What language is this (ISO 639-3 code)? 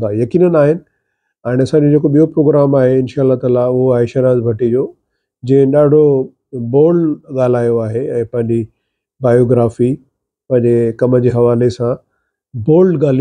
snd